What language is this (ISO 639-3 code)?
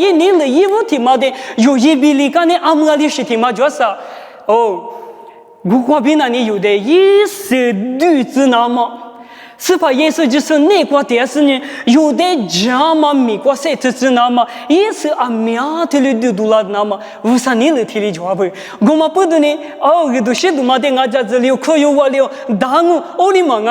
lis